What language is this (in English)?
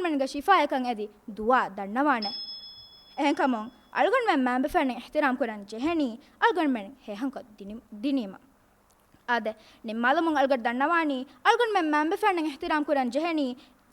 Divehi